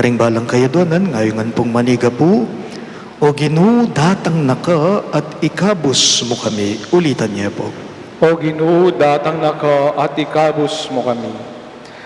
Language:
Pampanga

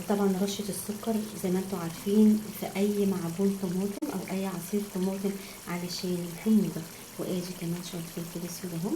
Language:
Egyptian Arabic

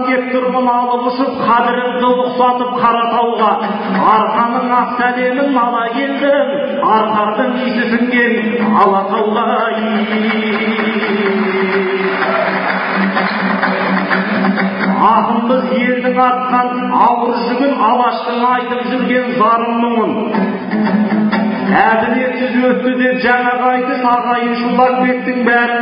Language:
Kazakh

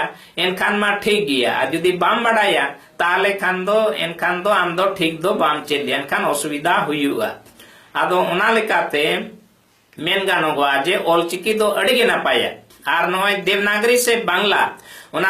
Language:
Santali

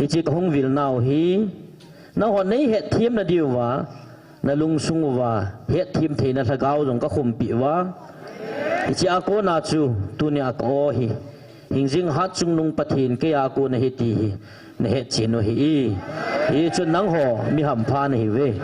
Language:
Thado Chin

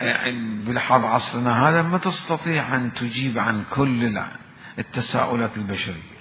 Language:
Mesopotamian Arabic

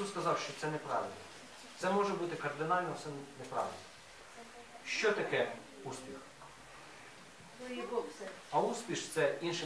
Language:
Ukrainian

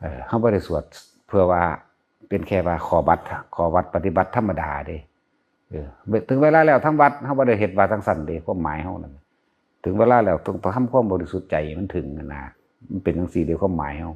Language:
Northeastern Thai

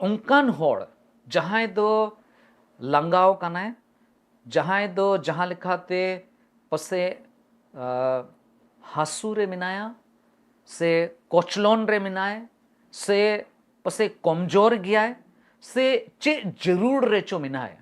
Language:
Santali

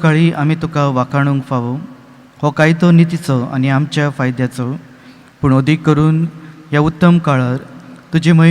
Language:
Konkani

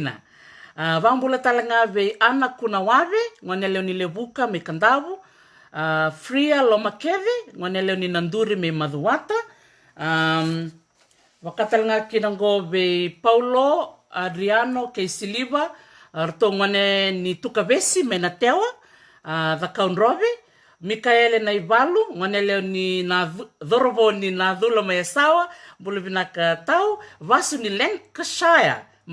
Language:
Fijian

